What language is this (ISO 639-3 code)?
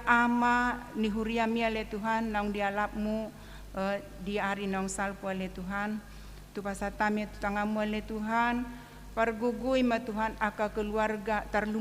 bbc